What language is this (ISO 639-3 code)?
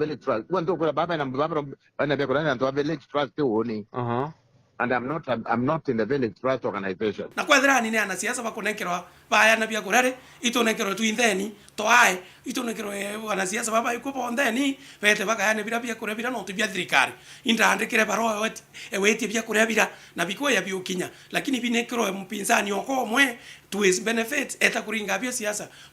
mer